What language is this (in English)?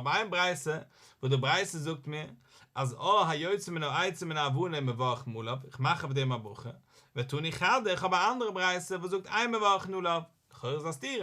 Yiddish